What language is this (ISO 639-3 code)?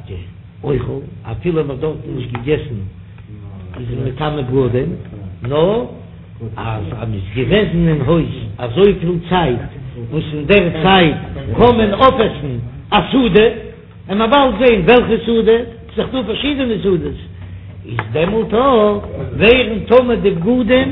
yid